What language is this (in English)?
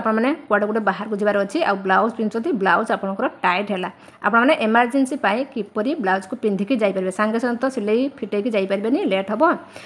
Odia